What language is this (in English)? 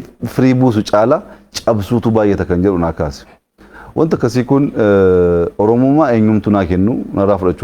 Oromo